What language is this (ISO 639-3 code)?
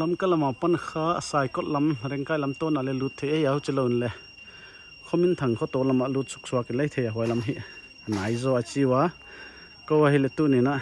pck